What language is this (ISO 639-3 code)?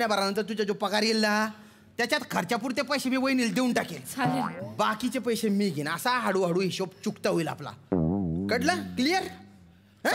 mar